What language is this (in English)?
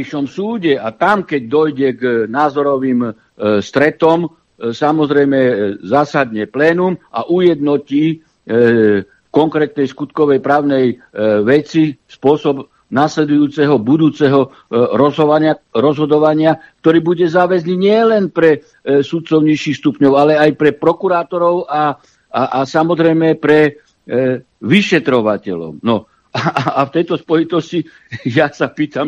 Slovak